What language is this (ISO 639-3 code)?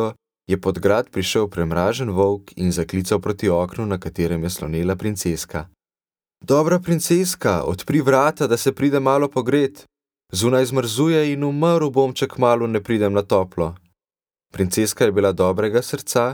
slv